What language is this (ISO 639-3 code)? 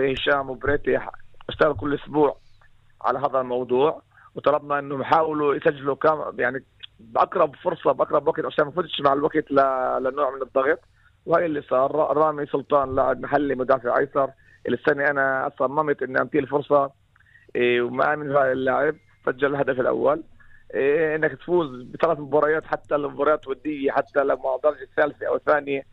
apc